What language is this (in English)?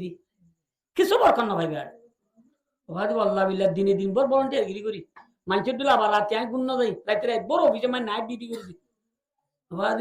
Rohingya